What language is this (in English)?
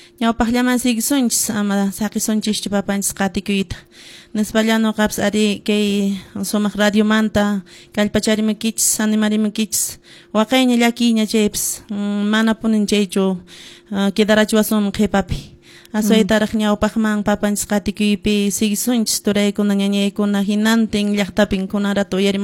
Quechua